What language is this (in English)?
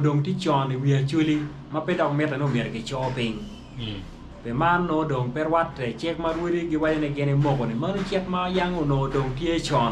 Acoli